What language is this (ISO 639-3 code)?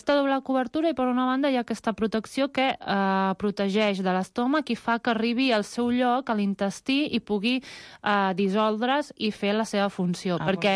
cat